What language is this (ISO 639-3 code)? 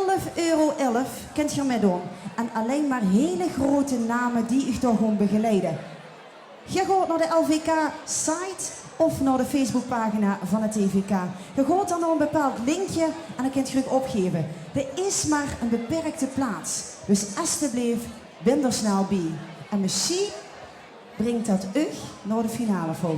lim